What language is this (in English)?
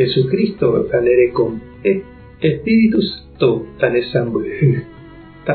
Guarani